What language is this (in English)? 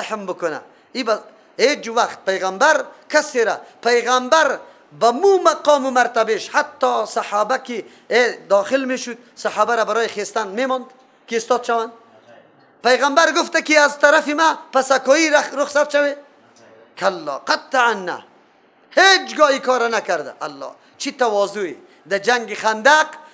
Persian